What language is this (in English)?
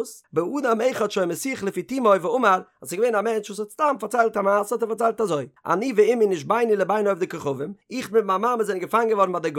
Yiddish